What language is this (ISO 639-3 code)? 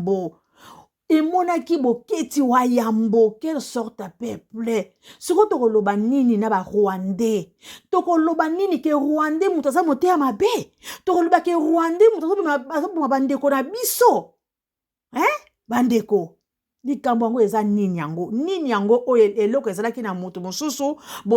lin